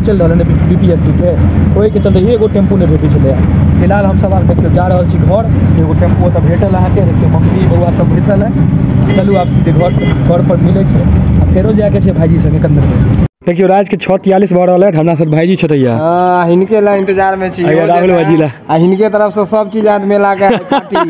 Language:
Maithili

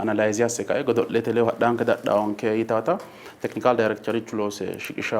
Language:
Sidamo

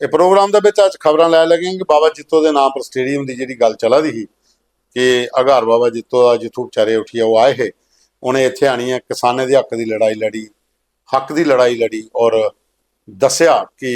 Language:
Dogri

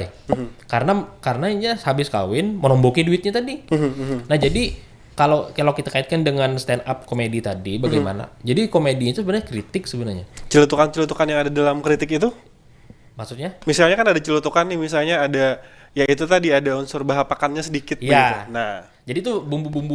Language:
Banjar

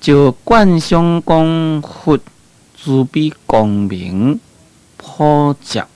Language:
Min Nan Chinese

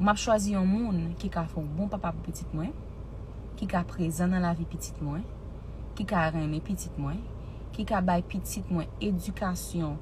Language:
Haitian Creole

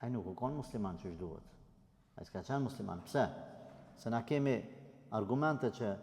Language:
Albanian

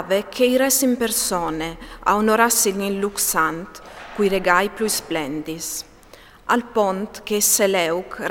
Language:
Friulian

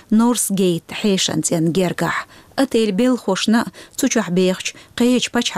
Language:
Chechen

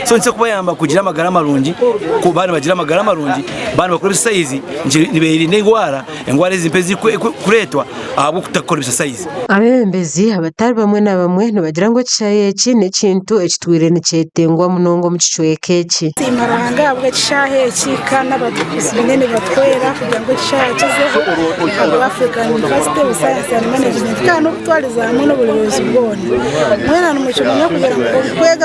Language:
Nyankole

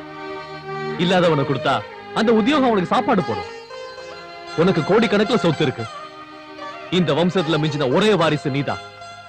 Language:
Tamil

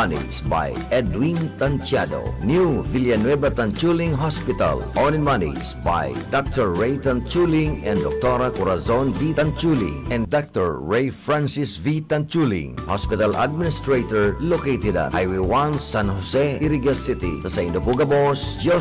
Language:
Bikol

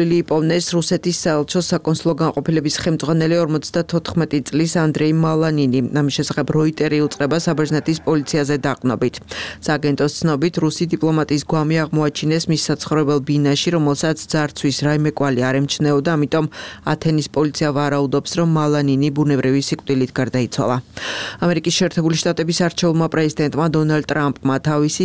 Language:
Georgian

